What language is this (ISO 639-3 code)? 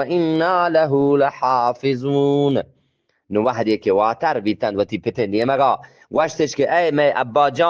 bgp